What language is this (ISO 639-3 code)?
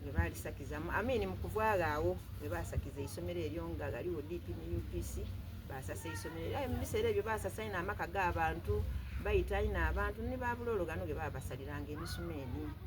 xog